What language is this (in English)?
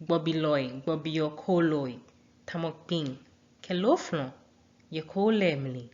Ga